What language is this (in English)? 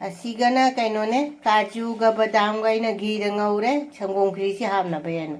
Manipuri